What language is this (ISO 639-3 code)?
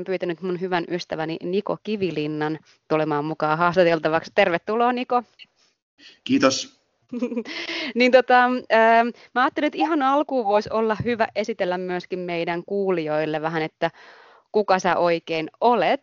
fin